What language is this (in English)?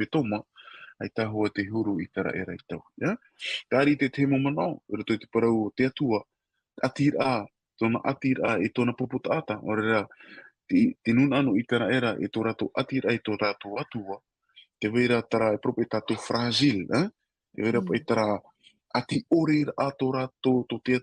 Tahitian